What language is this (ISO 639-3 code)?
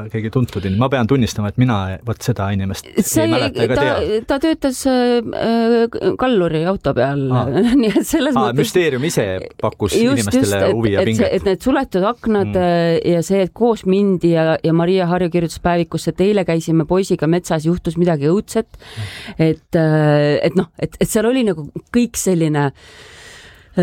est